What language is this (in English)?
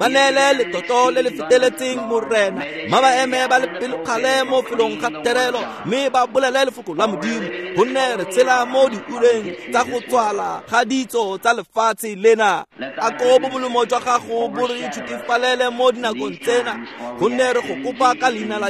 Tswana